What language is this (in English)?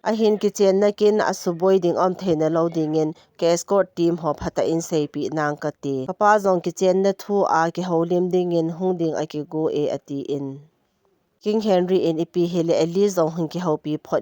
Thado Chin